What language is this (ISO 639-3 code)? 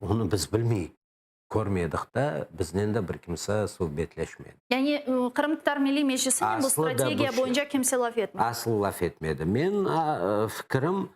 crh